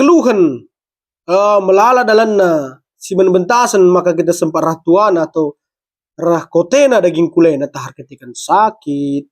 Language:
Batak Karo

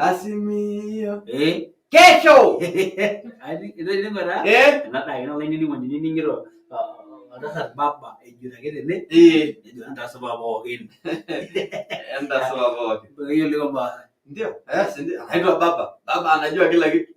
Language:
Masai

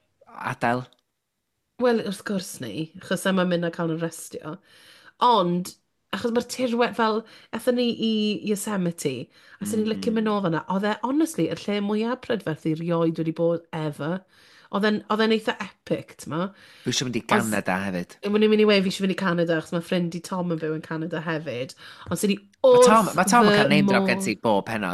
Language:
Welsh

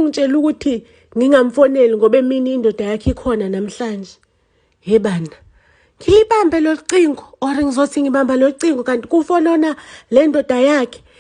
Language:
Zulu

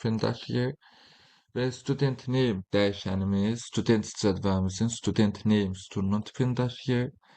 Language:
Azerbaijani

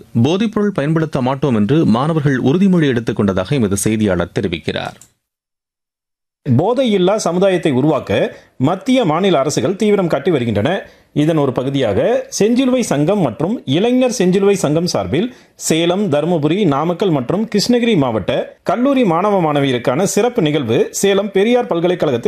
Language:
Tamil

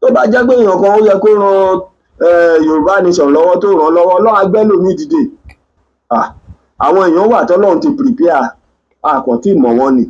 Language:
Yoruba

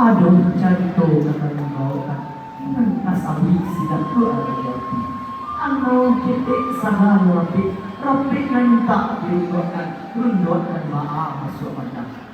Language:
Minangkabau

